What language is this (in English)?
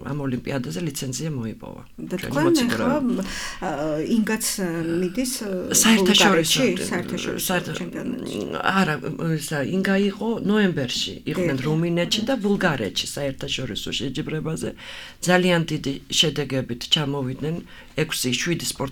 Georgian